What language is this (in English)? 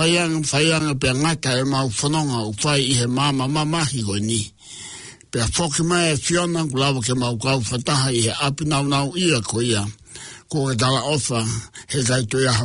Tongan